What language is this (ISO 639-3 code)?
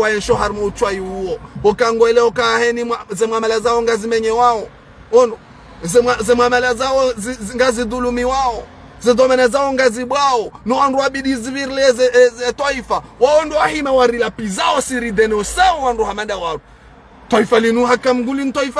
zdj